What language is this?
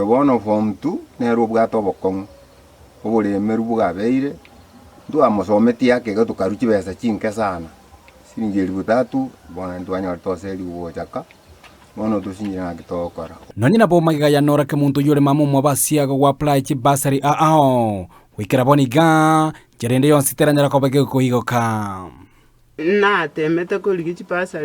Gusii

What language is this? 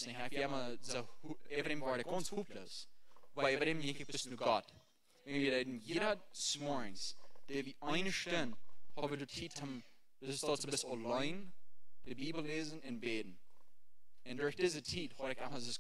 Plautdietsch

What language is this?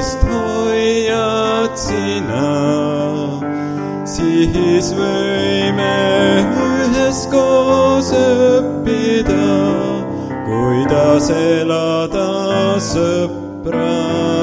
Estonian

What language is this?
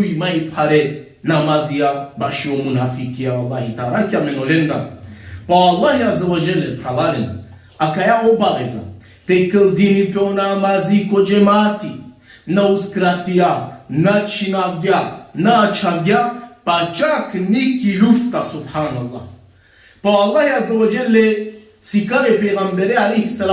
Balkan Romani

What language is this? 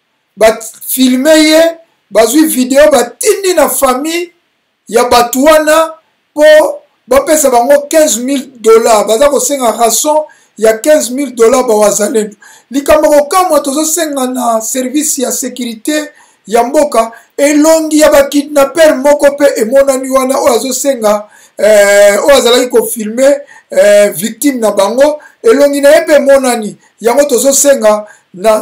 Lingala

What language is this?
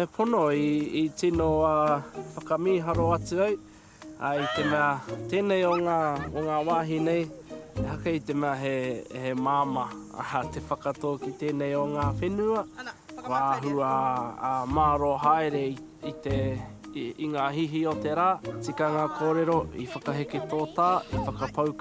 Māori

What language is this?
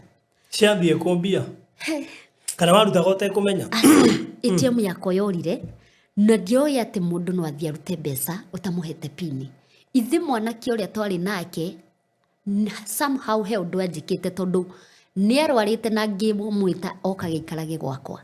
Kikuyu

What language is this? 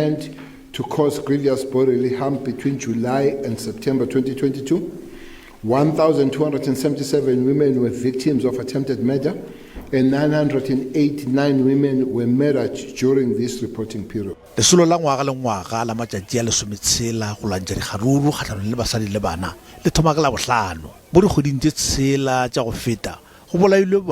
Northern Sotho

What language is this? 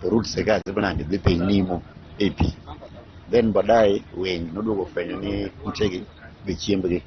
Luo (Kenya and Tanzania)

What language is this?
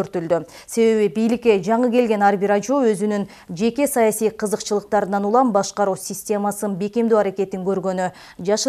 Kyrgyz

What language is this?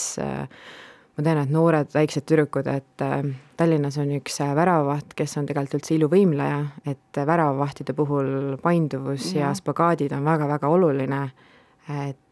Estonian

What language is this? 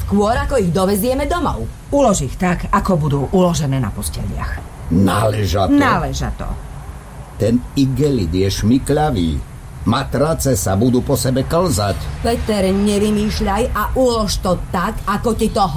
Slovak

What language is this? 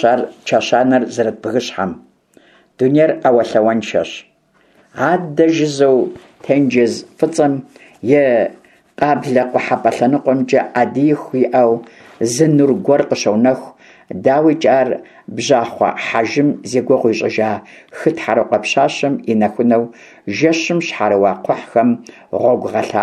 Kabardian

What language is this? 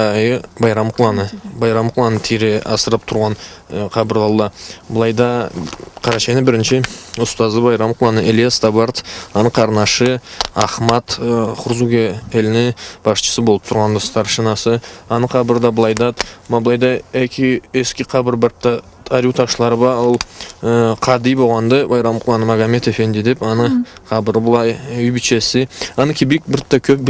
Karachay-Balkar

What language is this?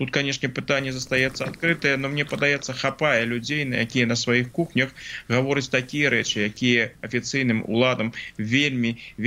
Belarusian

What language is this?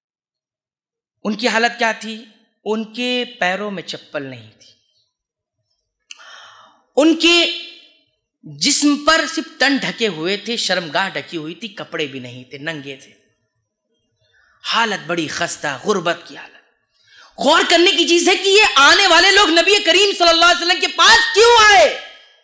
Urdu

